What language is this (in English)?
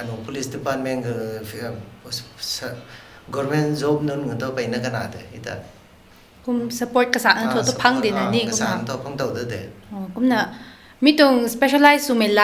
Rongmei Naga